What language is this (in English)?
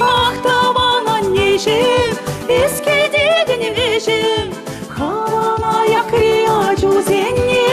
Chuvash